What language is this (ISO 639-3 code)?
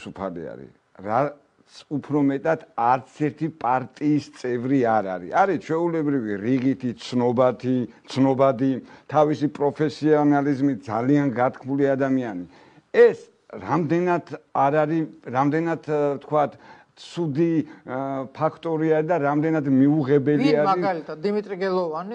kat